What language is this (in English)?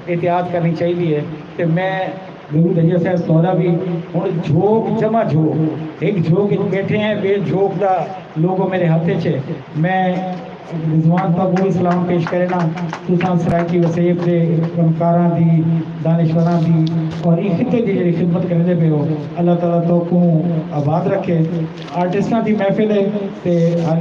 Saraiki